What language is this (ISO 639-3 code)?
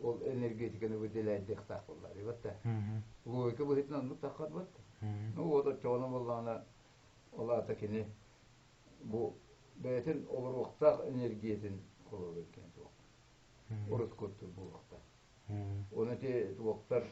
sah